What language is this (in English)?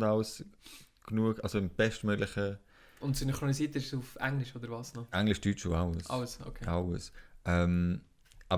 Swiss German